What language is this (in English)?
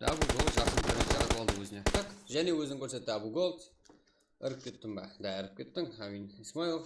Kara-Kalpak